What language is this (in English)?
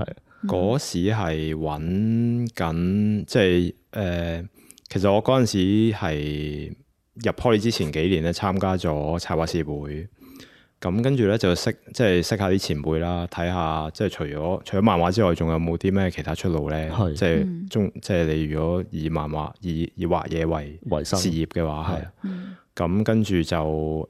Cantonese